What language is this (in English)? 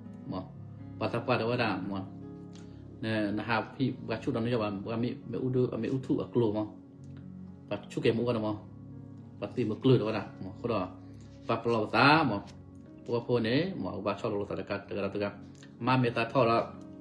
S'gaw Karen